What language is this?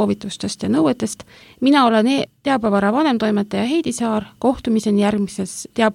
Estonian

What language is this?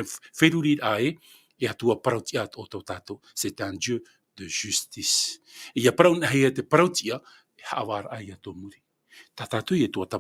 Tahitian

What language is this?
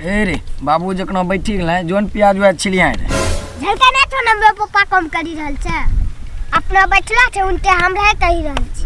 Angika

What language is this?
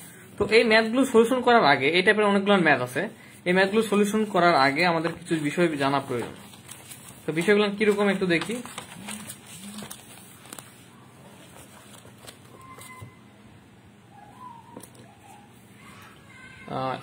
Bangla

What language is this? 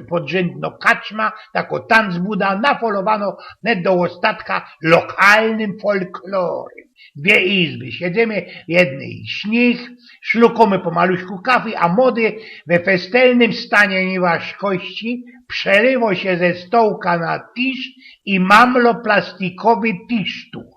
Silesian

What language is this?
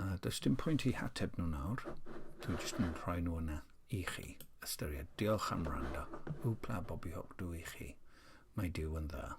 Welsh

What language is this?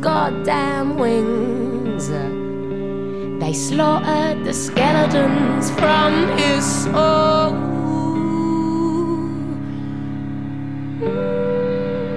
Basque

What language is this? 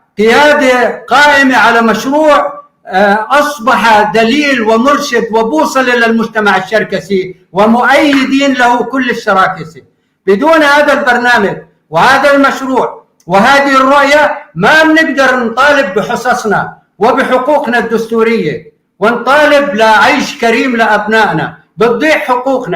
North Levantine Arabic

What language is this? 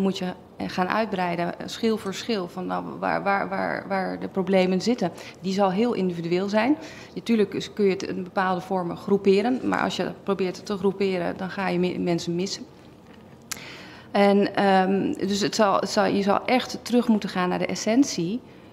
Dutch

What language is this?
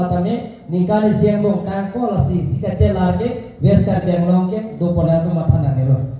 Karbi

